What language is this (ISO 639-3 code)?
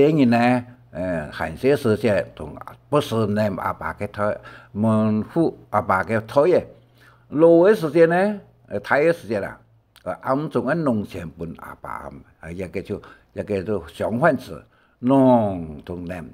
hak